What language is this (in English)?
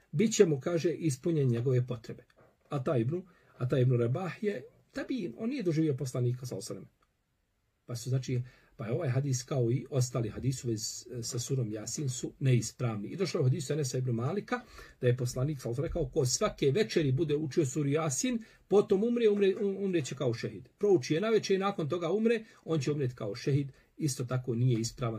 Bosnian